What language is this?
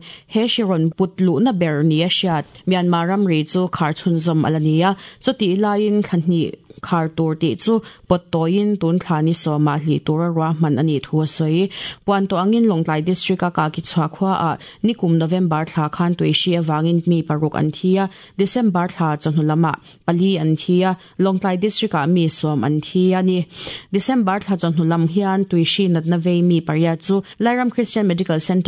Mizo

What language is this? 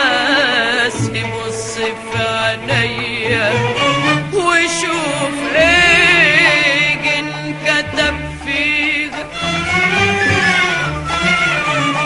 Egyptian Arabic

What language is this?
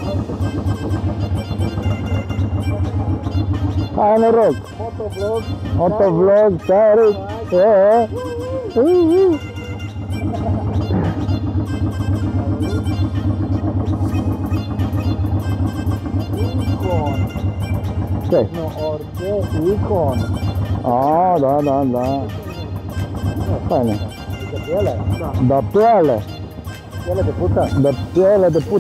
Romanian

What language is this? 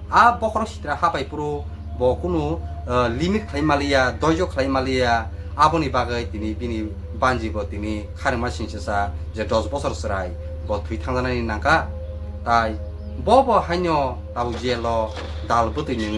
Kok Borok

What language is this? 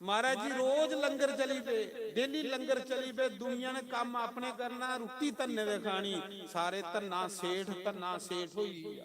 Dogri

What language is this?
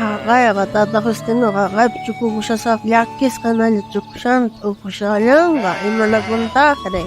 South Bolivian Quechua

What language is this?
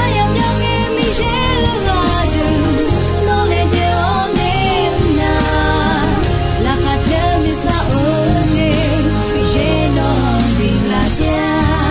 Akha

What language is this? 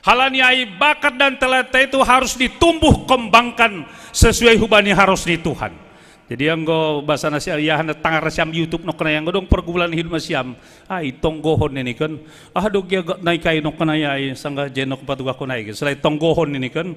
Batak Simalungun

